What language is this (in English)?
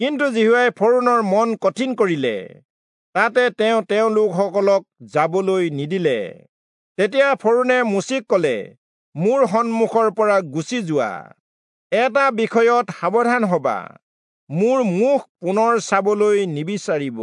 Assamese